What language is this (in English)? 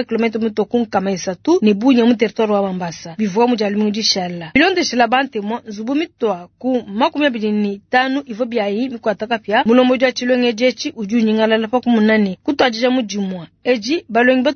Luba-Lulua